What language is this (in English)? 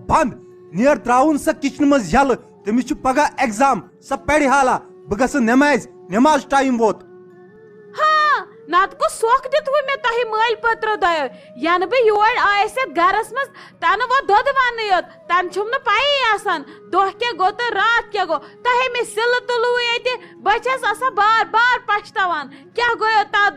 Kashmiri